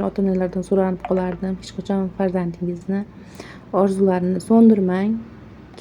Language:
Uzbek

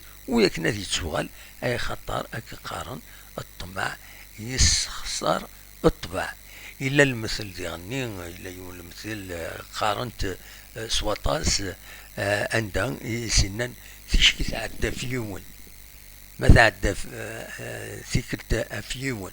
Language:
Kabyle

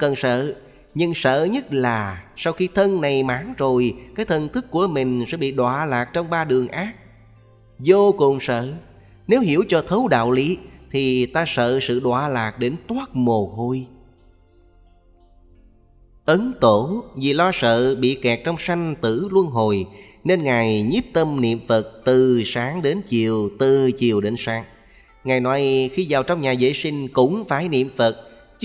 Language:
Vietnamese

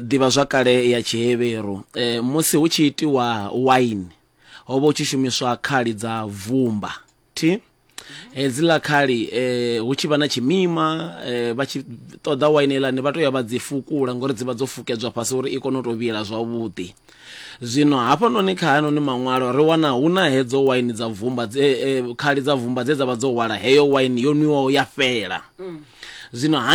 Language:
Venda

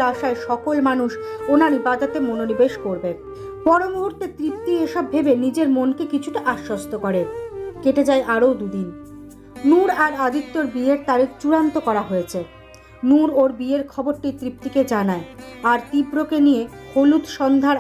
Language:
Bangla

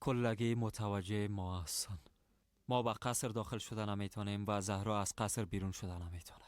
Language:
Persian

